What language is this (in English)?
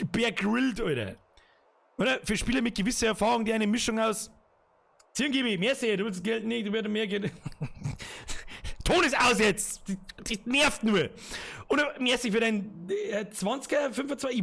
Bavarian